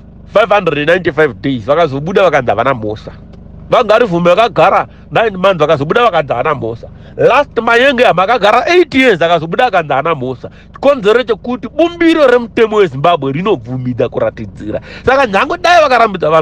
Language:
Shona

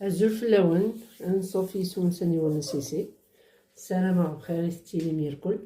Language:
Kabyle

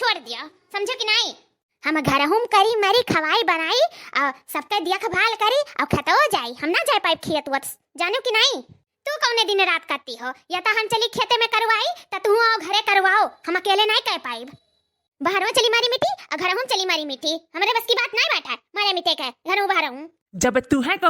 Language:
Awadhi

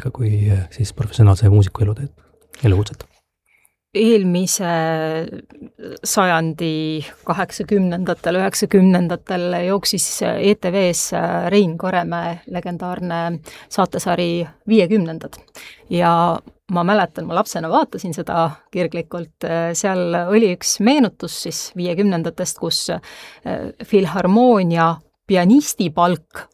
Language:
Estonian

